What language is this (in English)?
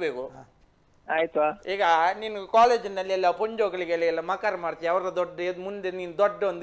Kannada